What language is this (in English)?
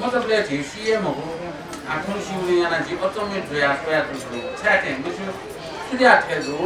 Newari